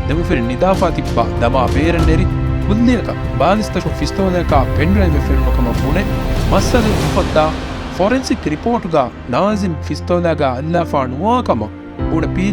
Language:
Divehi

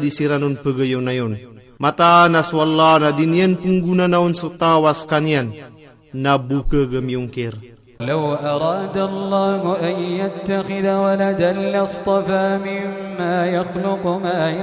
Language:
Maranao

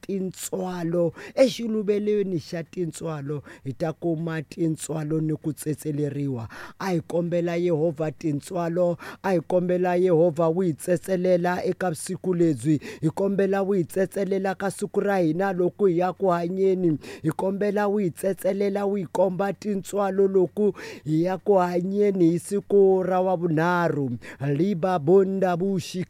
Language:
Tsonga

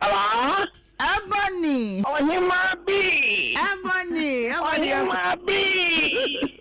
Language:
Akan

